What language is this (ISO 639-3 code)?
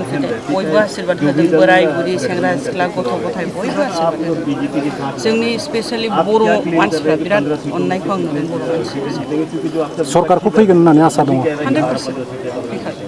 brx